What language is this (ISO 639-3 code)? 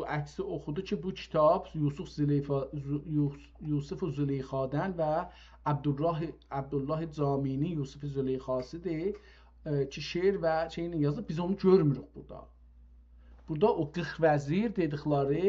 azb